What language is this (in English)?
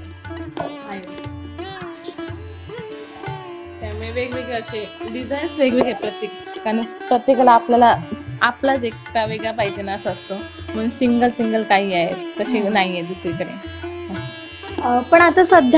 Marathi